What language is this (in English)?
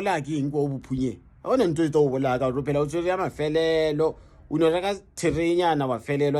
Northern Sotho